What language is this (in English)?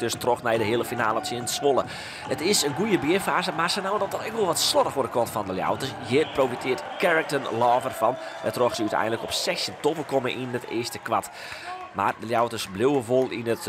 Western Frisian